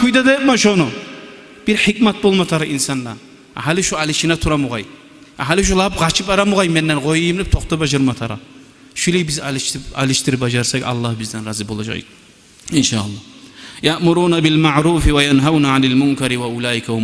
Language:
Kumyk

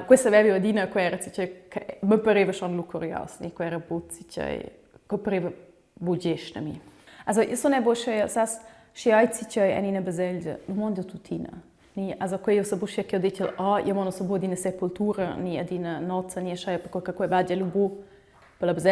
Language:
Romansh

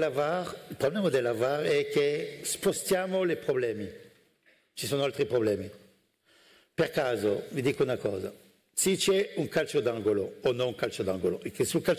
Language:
Italian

